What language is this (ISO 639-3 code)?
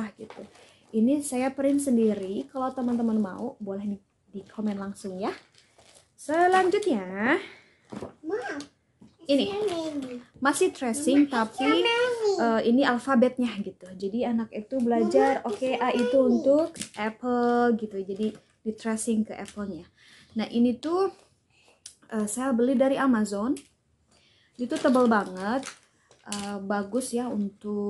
ind